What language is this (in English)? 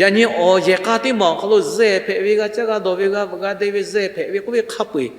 Lahu